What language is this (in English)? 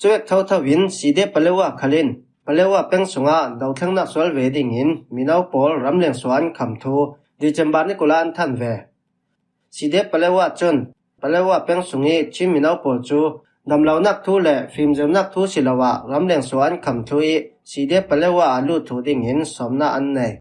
Falam Chin